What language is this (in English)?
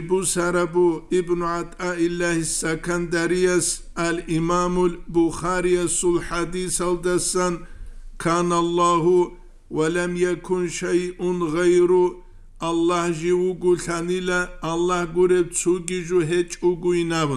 Avaric